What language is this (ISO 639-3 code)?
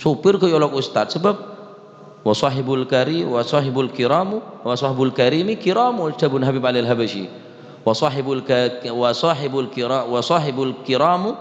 mad